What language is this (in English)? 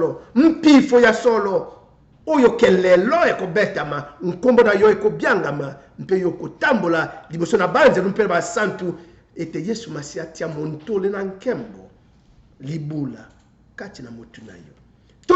Lingala